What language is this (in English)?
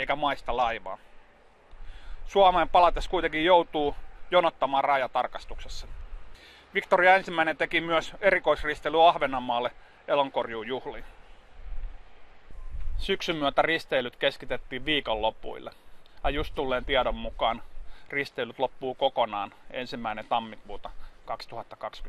Finnish